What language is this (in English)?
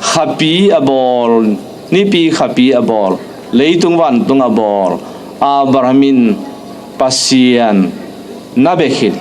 Tedim Chin